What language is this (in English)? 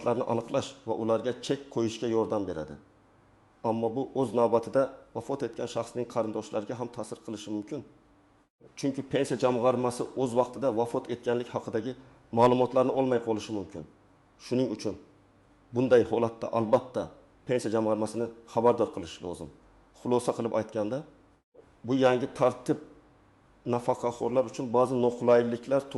Uzbek